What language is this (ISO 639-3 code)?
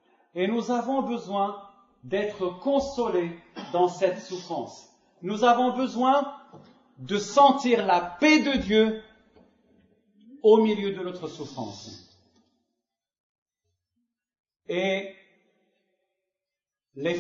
fra